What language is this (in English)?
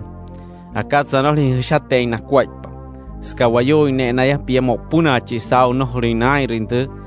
Wayuu